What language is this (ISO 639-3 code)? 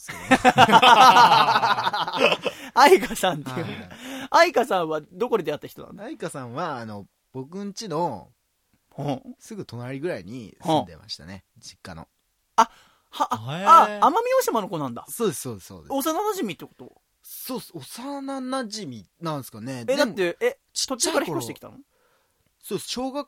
jpn